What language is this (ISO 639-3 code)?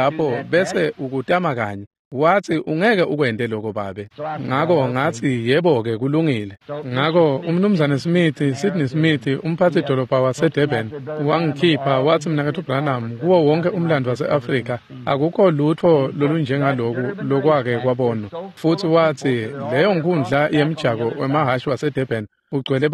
ssw